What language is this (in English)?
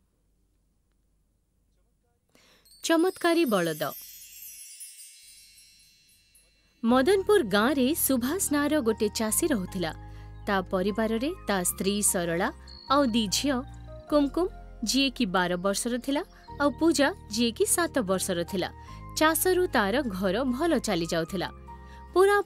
Odia